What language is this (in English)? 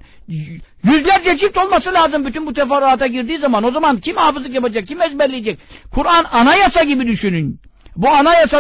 Turkish